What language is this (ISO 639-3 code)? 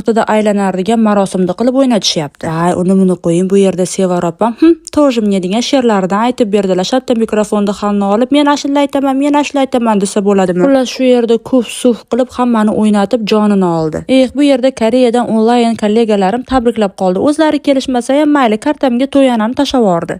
uzb